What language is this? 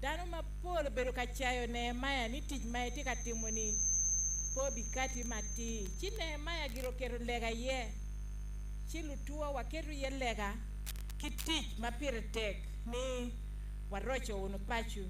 Acoli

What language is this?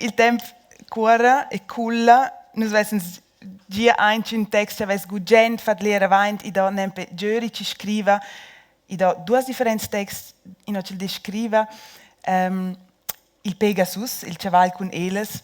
Romansh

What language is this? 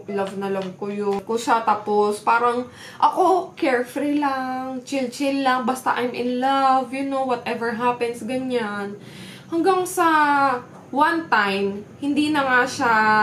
Filipino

